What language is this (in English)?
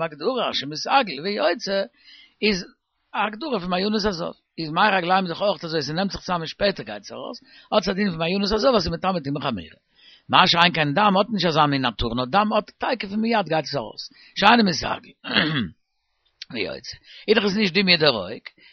Yiddish